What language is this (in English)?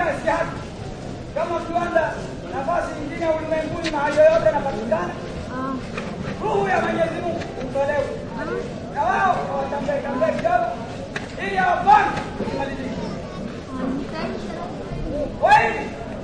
Swahili